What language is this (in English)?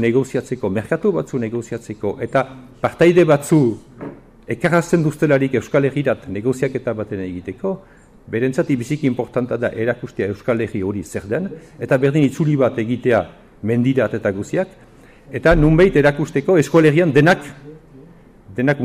Basque